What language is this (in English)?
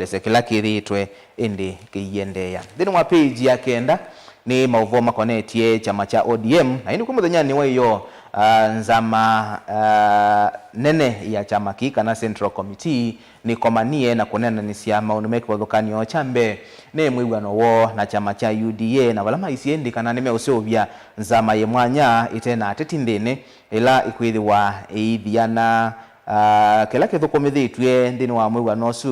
Kamba